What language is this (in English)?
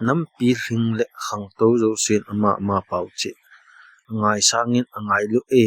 Thado Chin